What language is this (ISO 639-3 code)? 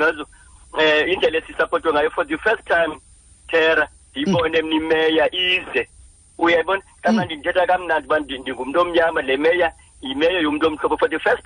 xho